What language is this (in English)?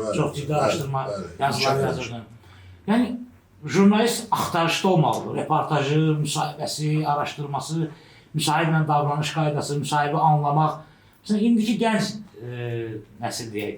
Azerbaijani